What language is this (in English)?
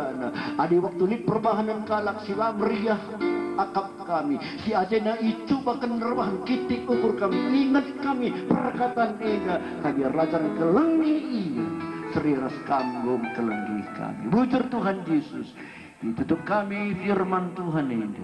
Batak Karo